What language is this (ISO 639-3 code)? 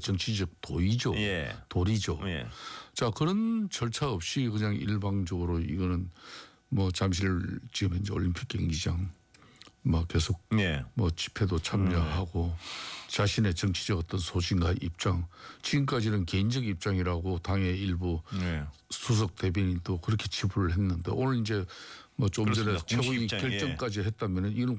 kor